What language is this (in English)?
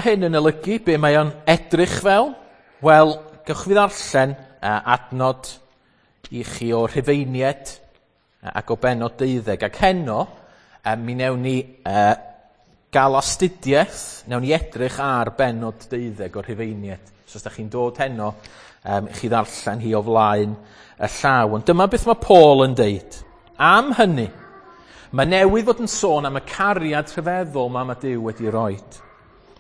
Welsh